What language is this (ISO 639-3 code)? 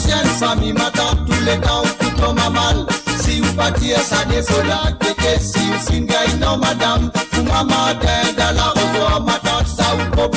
mfe